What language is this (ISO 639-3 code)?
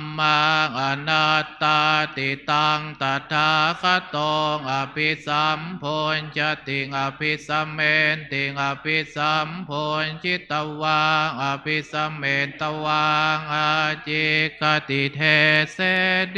pli